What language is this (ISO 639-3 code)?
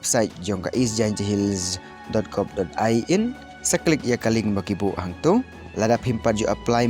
kha